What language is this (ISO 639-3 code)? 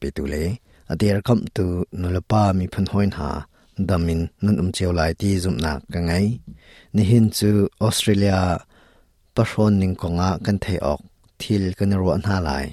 cnh